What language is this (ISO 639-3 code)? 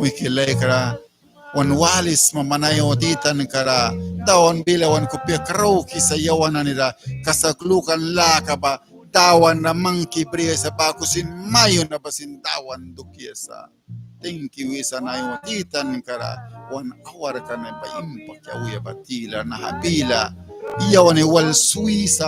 miq